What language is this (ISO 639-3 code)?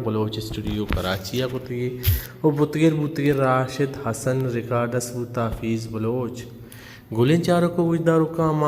bal